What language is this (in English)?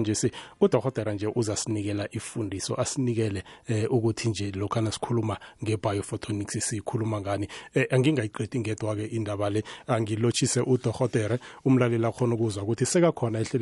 South Ndebele